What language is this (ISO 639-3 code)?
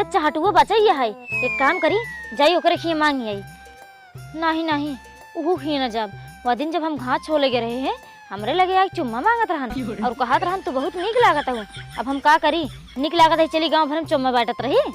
awa